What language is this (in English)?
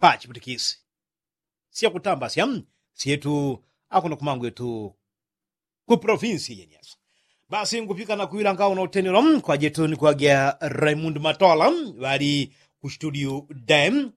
Yao